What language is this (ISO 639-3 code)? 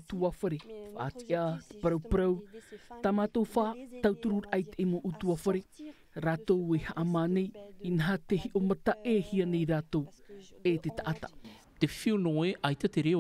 tah